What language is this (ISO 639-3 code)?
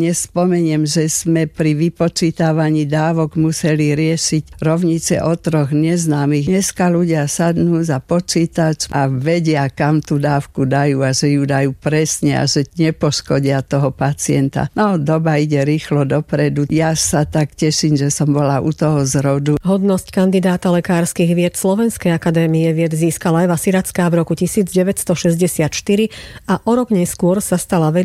slk